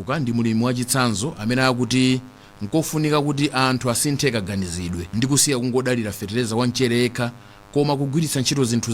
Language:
Nyanja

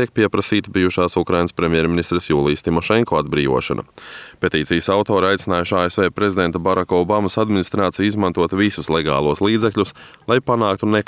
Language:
Latvian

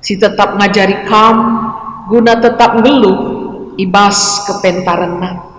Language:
Batak Karo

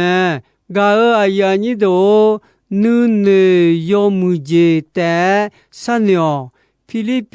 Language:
Akha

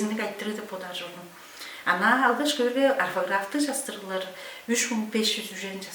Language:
Tuvinian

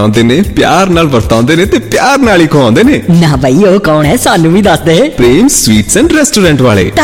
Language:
Punjabi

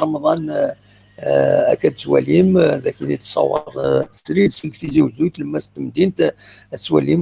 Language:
Kabyle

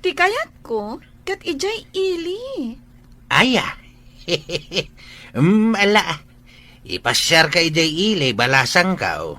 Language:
Iloko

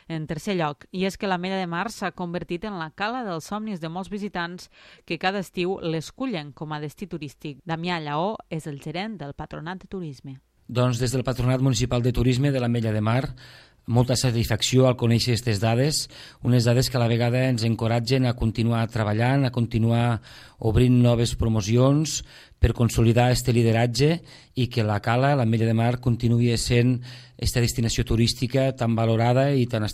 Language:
Catalan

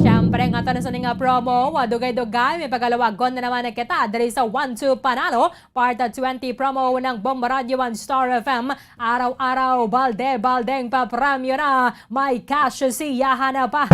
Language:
Hiligaynon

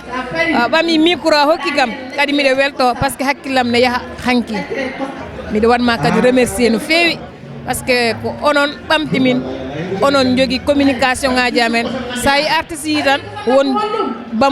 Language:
Fula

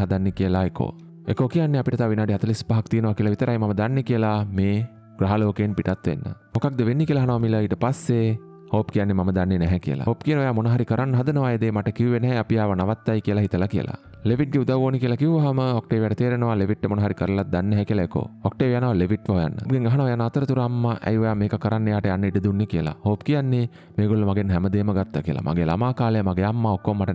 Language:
Sinhala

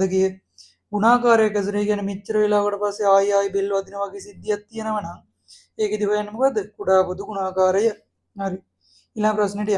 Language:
Sinhala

